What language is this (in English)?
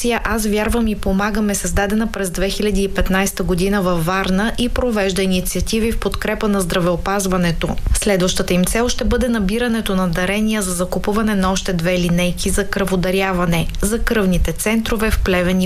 Bulgarian